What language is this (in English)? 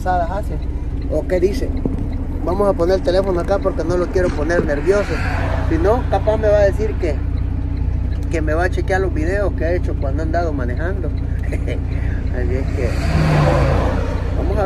Spanish